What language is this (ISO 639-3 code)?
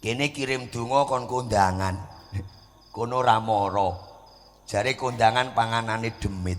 jav